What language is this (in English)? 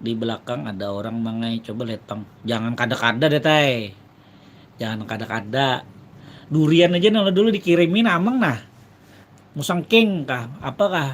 Banjar